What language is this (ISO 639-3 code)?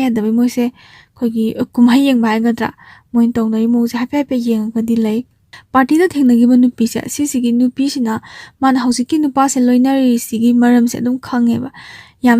mni